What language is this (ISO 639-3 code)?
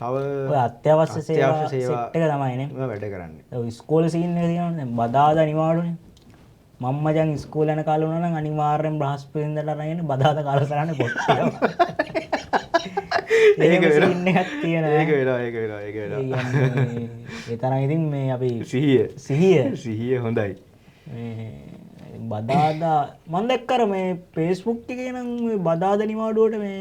sin